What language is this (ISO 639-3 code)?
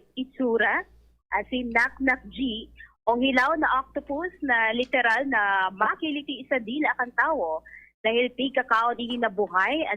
bik